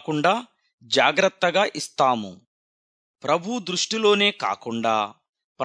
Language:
Telugu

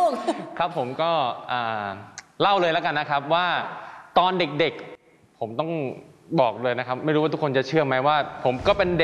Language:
Thai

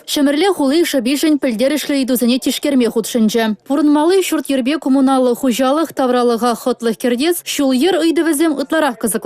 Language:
Chuvash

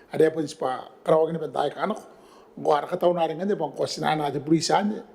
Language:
Gilbertese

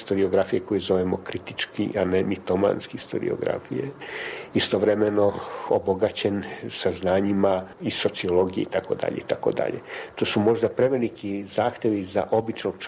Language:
Serbian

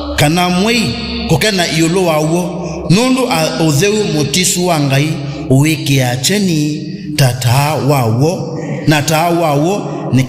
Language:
Kamba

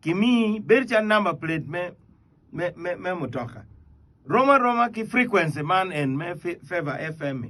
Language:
Acoli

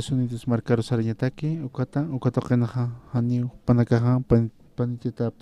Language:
Aymara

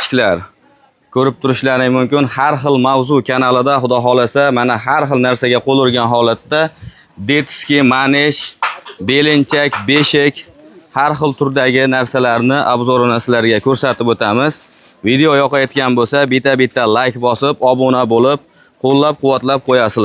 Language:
Uzbek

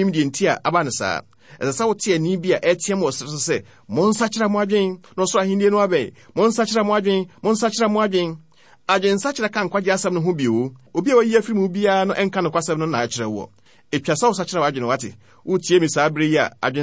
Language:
Akan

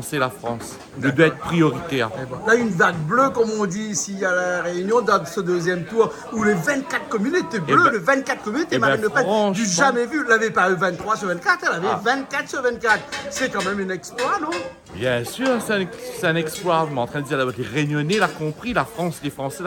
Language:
Réunion Creole French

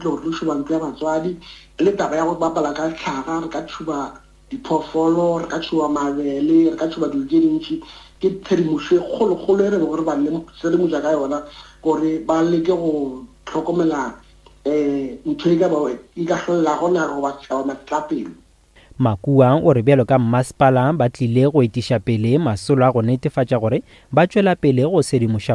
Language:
Northern Sotho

